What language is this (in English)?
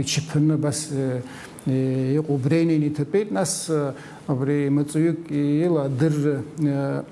Abkhazian